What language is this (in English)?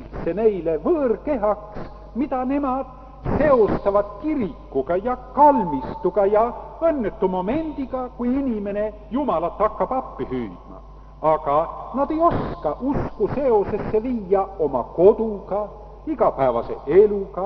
Estonian